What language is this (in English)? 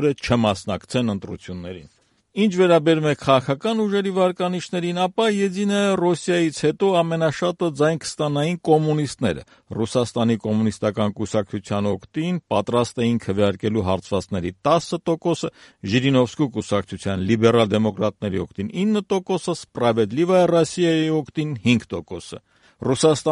Armenian